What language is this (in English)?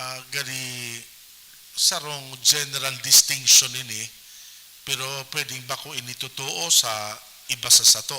Bikol